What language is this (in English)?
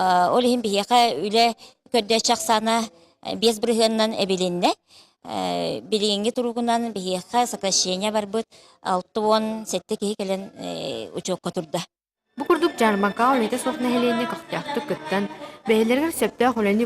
Yakut